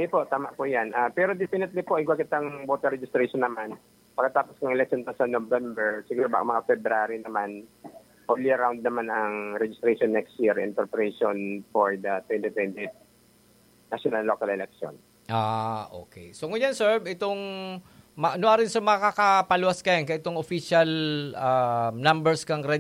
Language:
Bikol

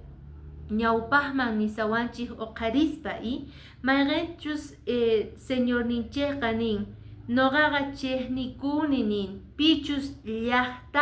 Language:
Quechua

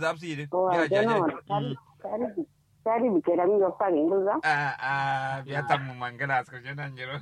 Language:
Kanuri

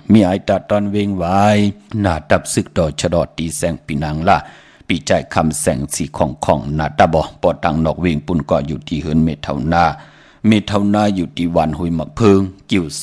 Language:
Shan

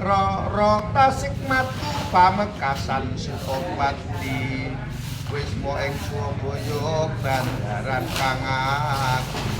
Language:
Javanese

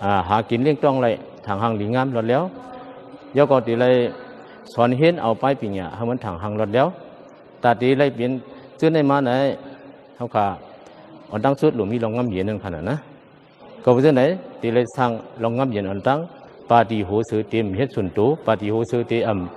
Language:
Shan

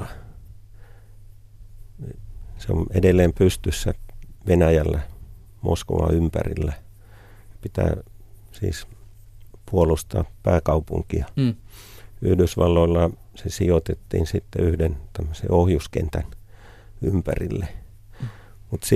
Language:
Finnish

